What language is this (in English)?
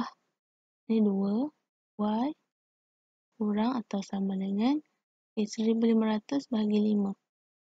Malay